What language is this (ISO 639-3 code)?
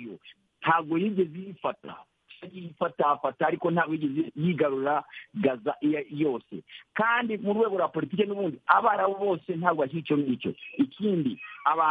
kin